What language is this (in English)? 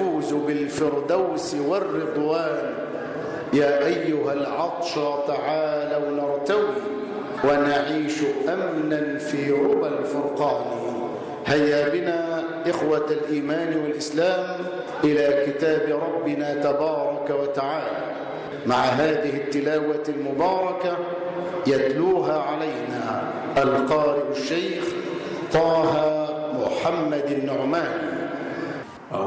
Arabic